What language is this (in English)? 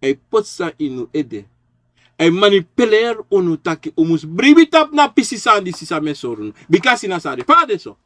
Sranan Tongo